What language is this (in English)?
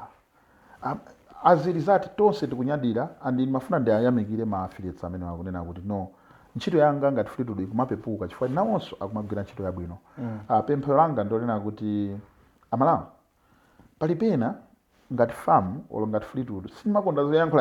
Nyanja